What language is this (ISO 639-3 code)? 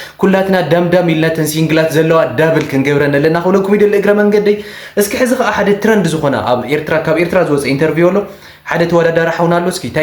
tir